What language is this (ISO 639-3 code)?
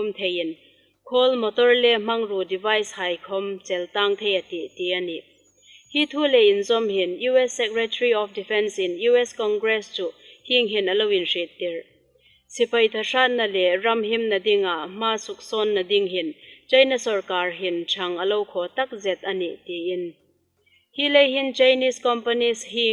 hmr